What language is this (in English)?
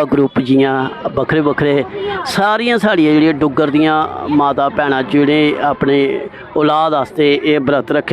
Dogri